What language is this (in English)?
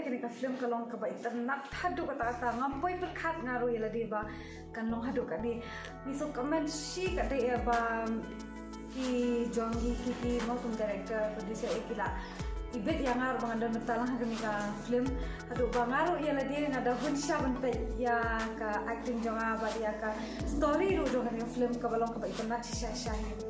Khasi